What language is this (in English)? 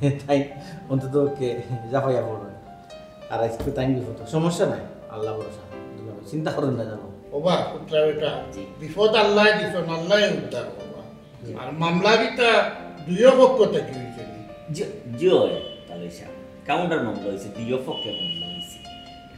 Sylheti